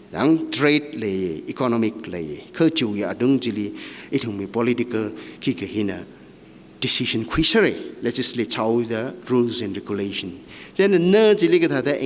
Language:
Tangkhul Naga (India)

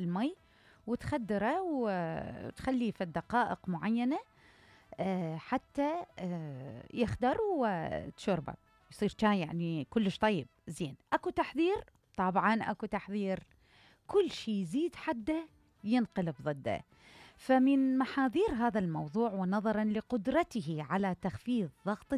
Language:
Mesopotamian Arabic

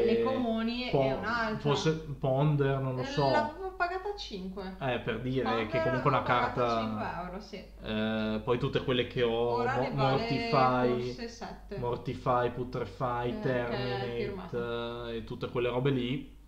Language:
Italian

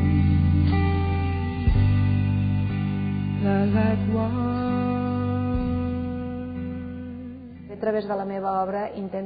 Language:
Catalan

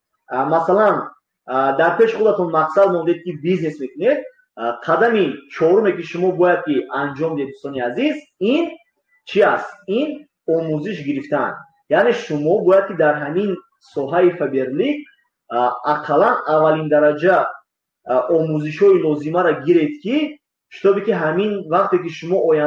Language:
Tajik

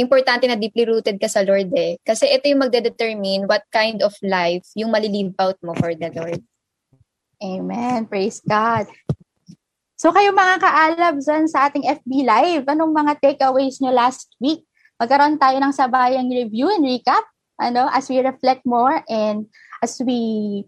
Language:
Filipino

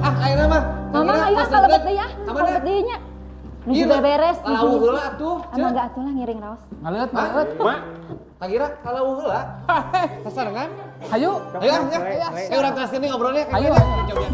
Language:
Sundanese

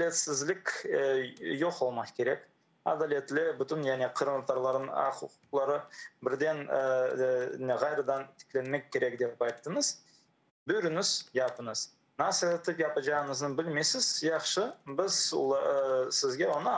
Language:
Crimean Tatar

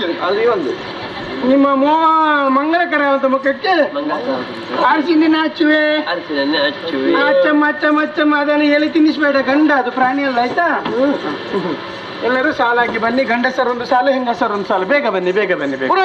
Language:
Kannada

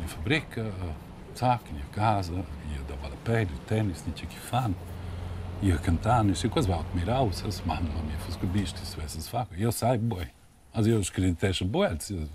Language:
Romansh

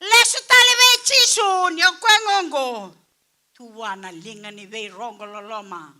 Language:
Fijian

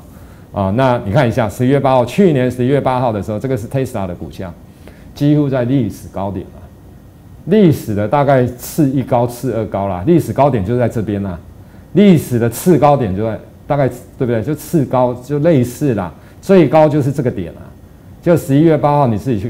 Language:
Chinese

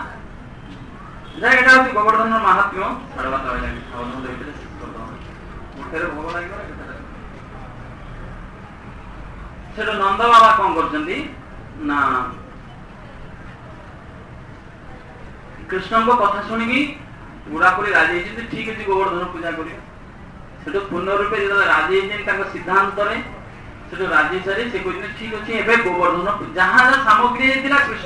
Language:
Odia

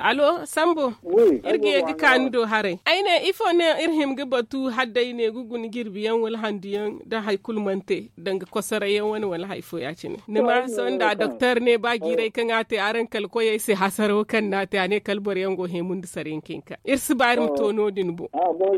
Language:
Zarma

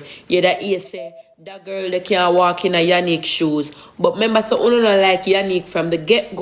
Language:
Jamaican Creole English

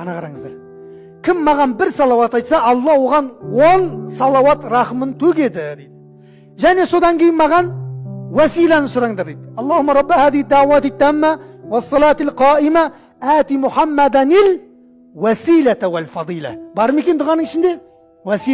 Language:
Kazakh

